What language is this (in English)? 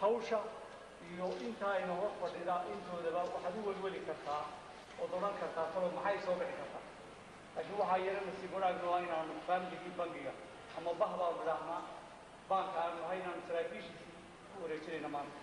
Somali